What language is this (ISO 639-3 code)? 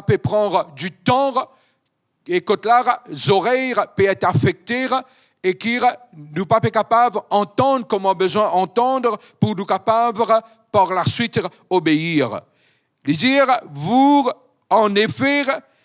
mfe